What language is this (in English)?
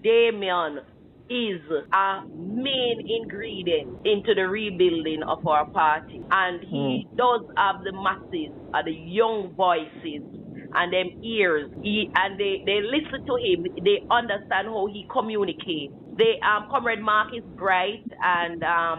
Jamaican Creole English